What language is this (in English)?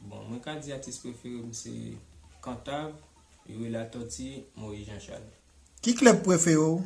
Haitian Creole